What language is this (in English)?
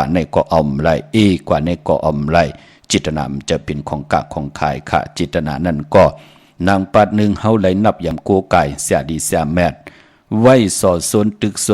Shan